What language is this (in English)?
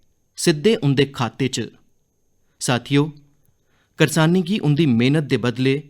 Dogri